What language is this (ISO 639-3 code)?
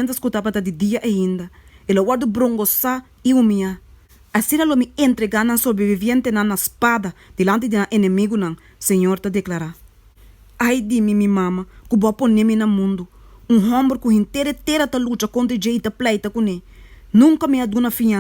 pap